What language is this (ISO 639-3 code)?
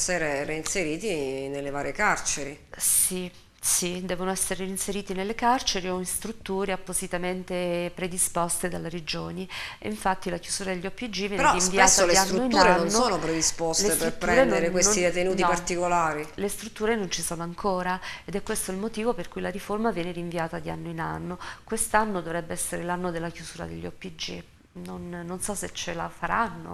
ita